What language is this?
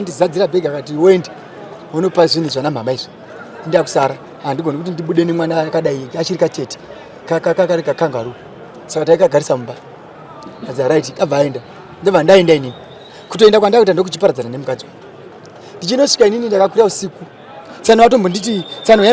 Shona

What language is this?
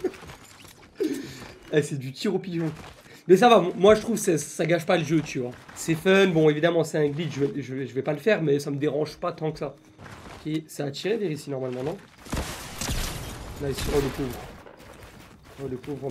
French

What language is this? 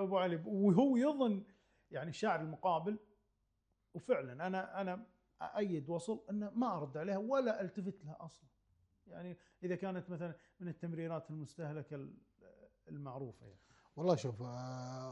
Gulf Arabic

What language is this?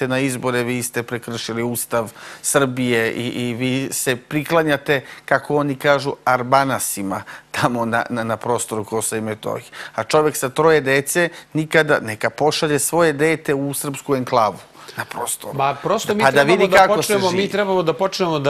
Serbian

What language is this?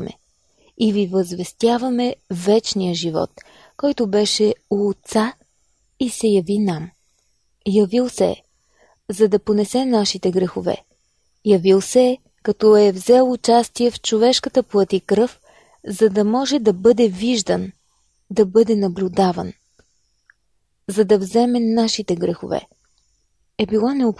Bulgarian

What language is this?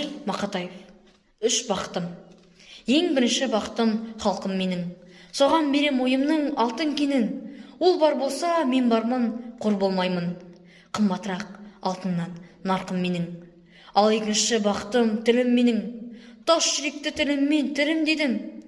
Kazakh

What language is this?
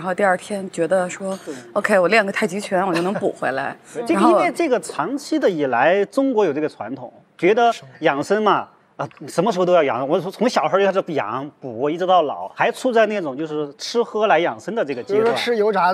Chinese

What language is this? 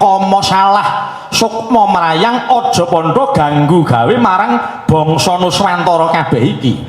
Javanese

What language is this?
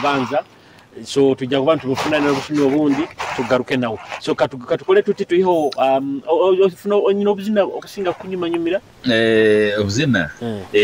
Nyoro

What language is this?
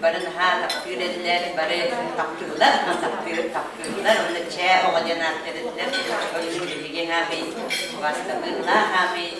Yakut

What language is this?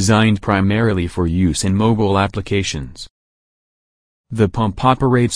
English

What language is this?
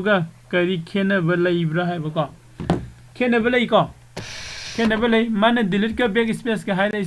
Manipuri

